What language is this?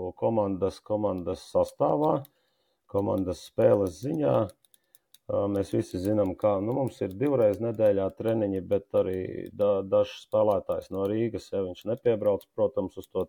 Latvian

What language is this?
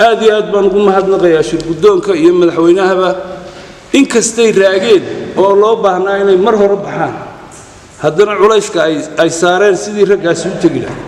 Somali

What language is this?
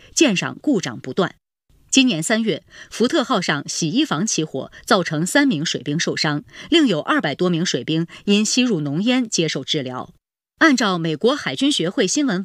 Chinese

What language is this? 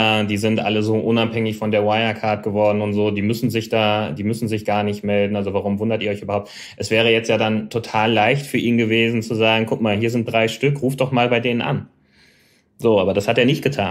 German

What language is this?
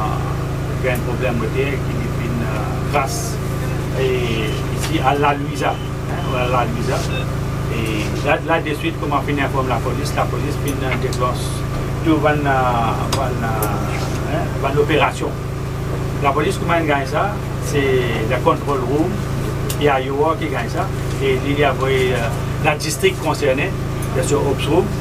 Morisyen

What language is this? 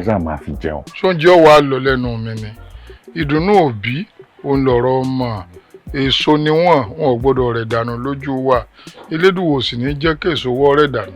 Yoruba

